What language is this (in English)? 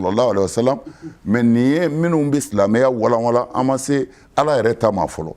Bambara